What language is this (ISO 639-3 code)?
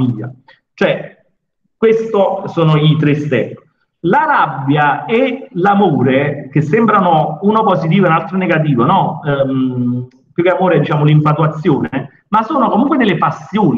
ita